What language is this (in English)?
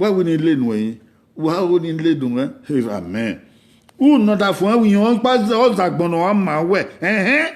Bini